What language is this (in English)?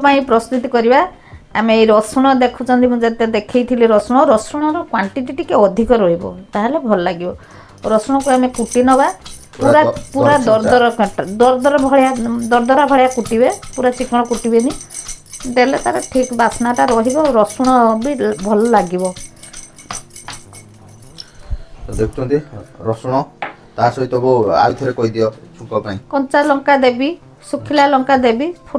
Odia